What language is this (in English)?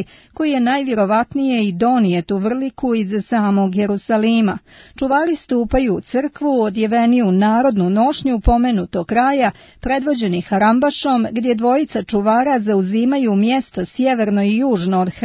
Serbian